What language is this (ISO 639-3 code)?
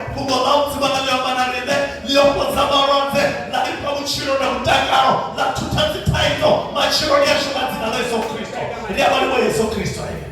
ven